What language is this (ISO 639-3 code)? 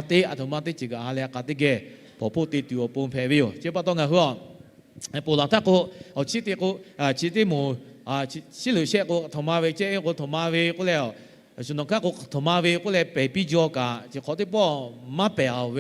lhu